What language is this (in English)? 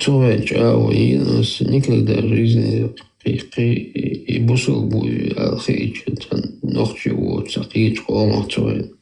Chechen